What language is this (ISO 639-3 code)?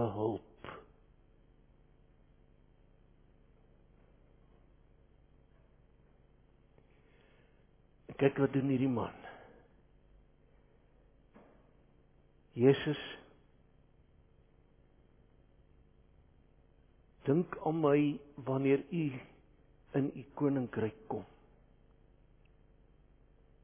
afr